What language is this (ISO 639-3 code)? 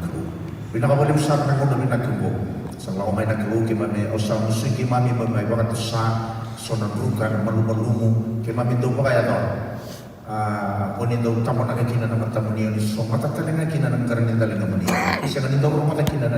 fij